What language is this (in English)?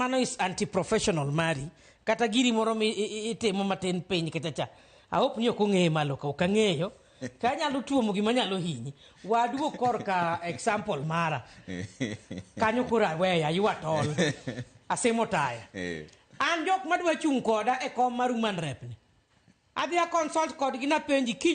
Luo (Kenya and Tanzania)